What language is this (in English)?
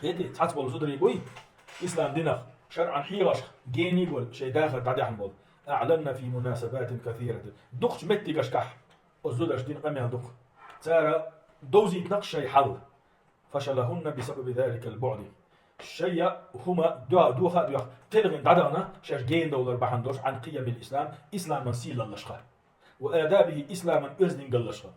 Chechen